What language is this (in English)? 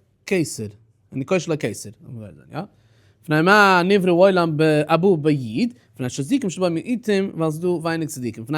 Yiddish